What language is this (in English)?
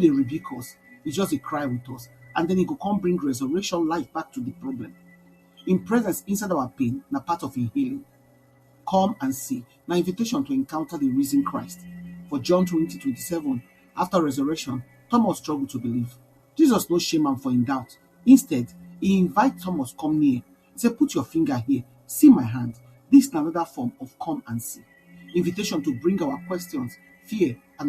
Nigerian Pidgin